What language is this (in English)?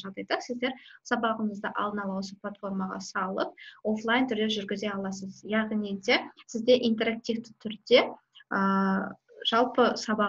Kazakh